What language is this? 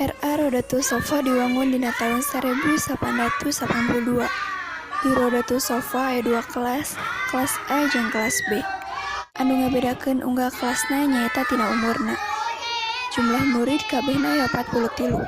Sundanese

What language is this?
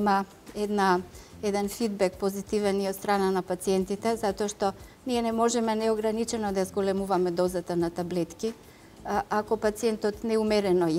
Macedonian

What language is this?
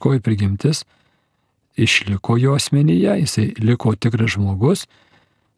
Lithuanian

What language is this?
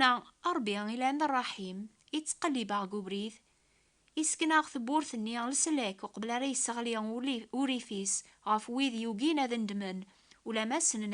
Kabyle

